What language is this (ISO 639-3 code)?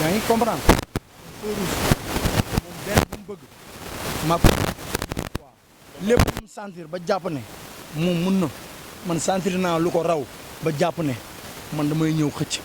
wol